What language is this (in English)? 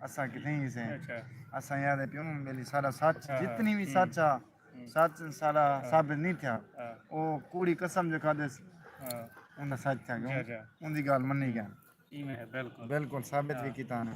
Saraiki